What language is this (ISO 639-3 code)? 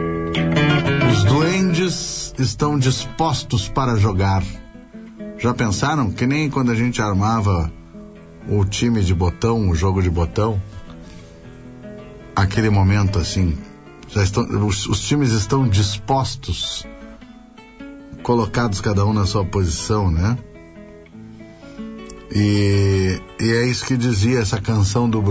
por